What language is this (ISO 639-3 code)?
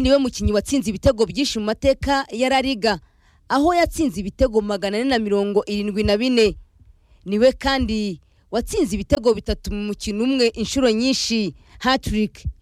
kin